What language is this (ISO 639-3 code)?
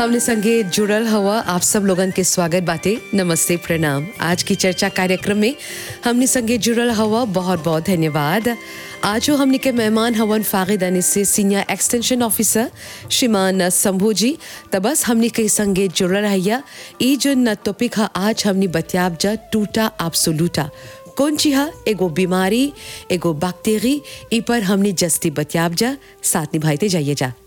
bho